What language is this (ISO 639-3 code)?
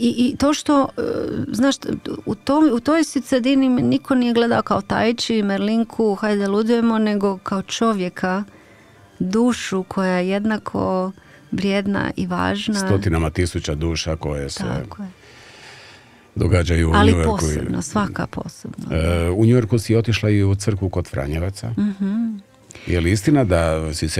hrv